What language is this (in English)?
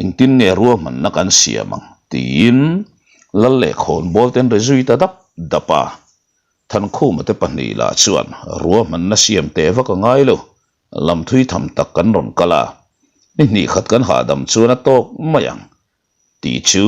Mizo